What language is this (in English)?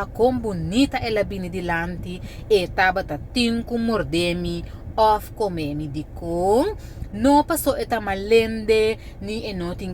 Papiamento